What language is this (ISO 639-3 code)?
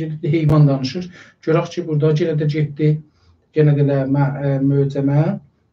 azb